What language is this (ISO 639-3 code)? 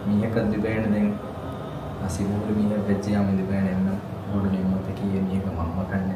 div